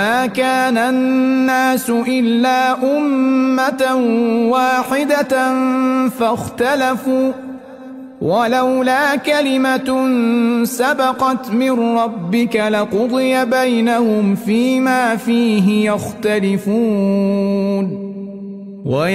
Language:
Arabic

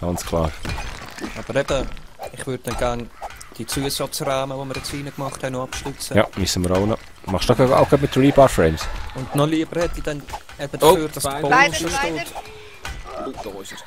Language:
Swiss German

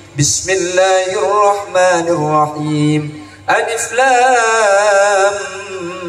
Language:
Madurese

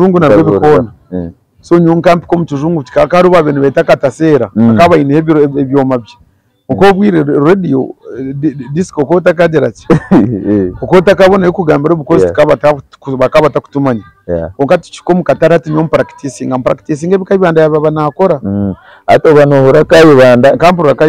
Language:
Nyankole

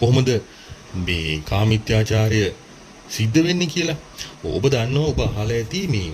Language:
Sinhala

